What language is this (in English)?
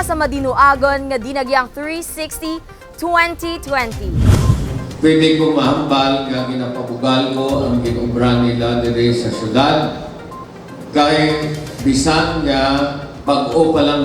Hiligaynon